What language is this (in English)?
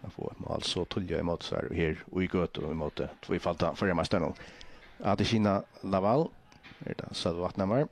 Faroese